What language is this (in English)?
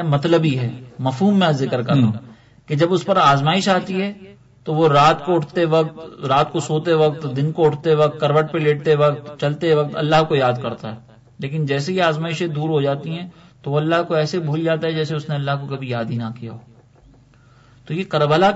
Urdu